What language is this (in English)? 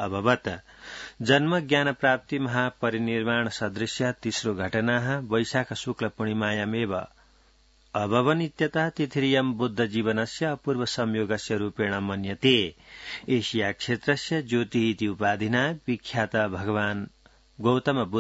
Sanskrit